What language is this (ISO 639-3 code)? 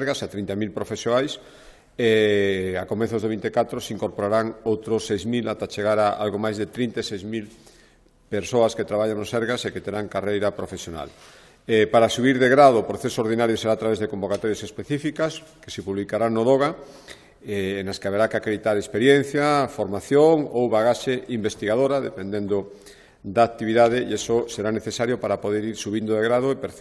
glg